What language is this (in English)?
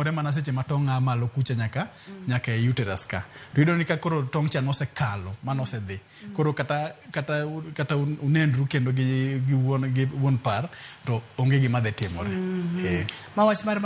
Luo (Kenya and Tanzania)